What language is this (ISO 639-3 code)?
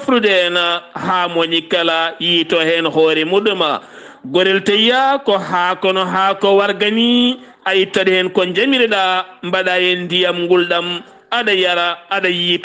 ful